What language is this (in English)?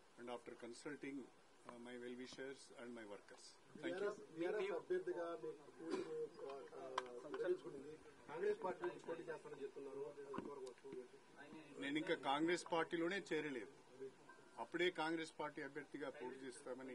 Telugu